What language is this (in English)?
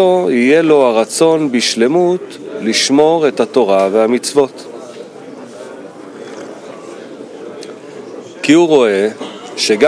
Hebrew